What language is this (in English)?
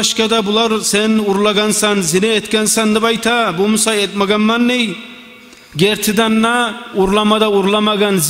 Kumyk